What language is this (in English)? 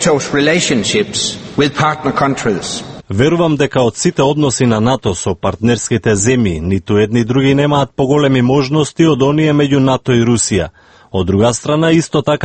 Macedonian